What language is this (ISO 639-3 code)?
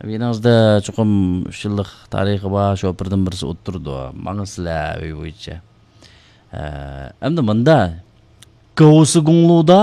uig